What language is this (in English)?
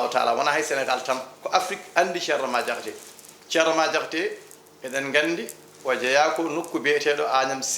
Fula